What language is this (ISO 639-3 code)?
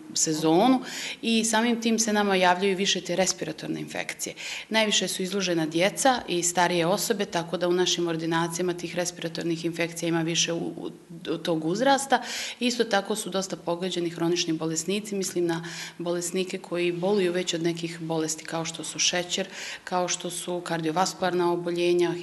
bos